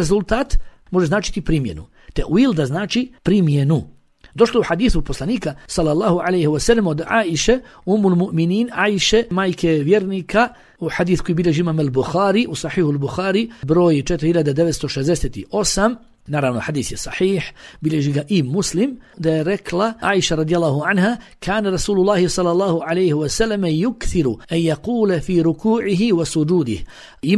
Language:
Bosnian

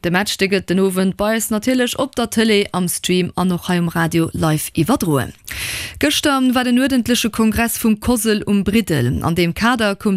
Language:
Luxembourgish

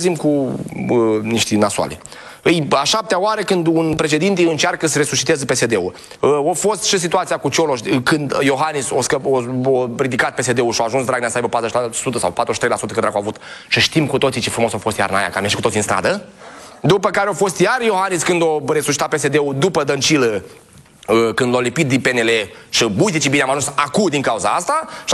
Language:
Romanian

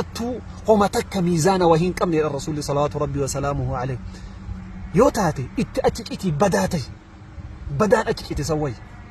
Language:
Oromo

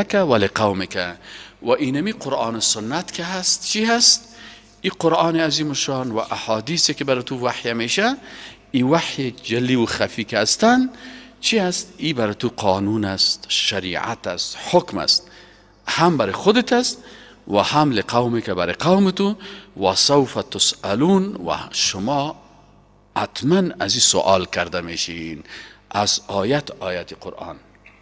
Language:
Persian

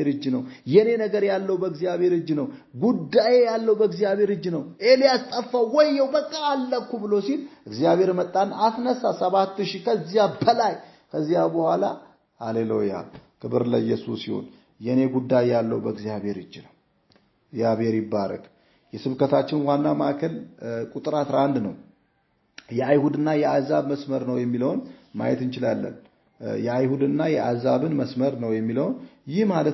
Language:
Amharic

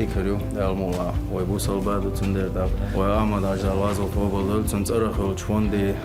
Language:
Chechen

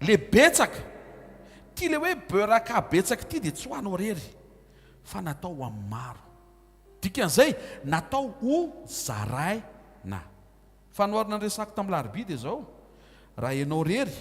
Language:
Malagasy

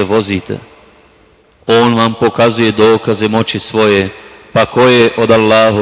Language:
Bosnian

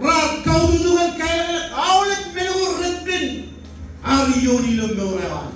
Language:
Marshallese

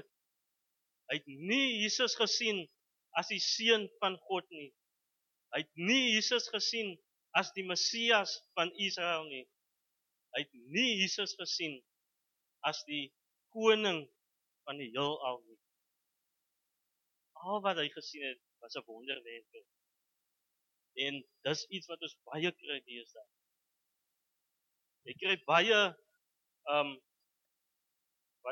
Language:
Afrikaans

